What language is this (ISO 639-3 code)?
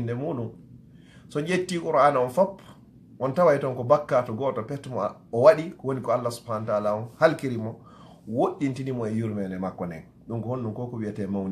ful